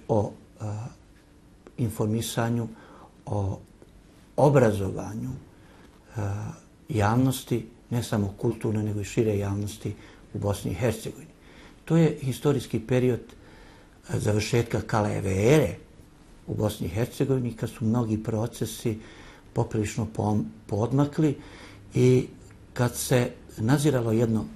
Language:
Bosnian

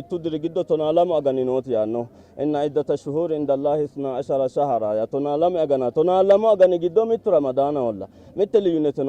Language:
Sidamo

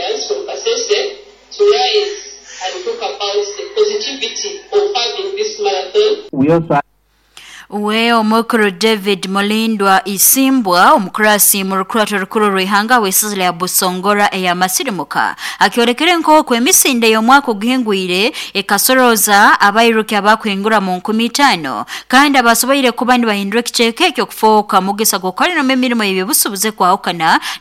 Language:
Nyoro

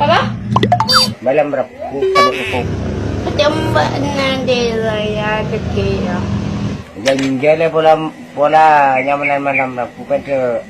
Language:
Madurese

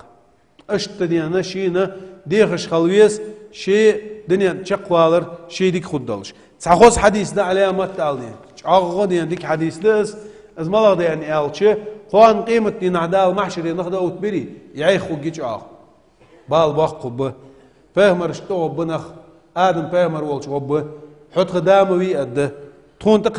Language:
Ingush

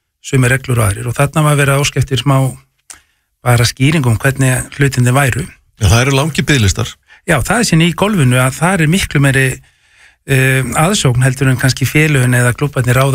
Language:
Icelandic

